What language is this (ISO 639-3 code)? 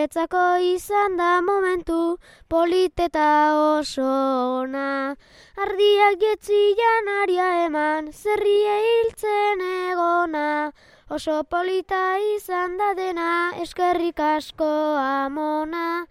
eus